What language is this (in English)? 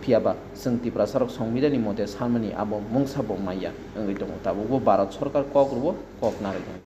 Kok Borok